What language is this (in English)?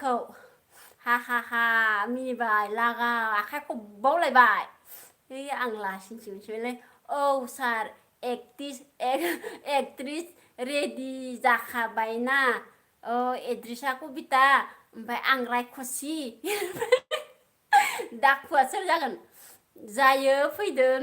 Bodo